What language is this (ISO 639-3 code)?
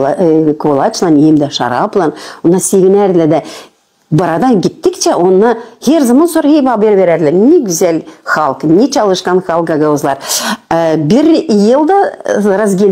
gag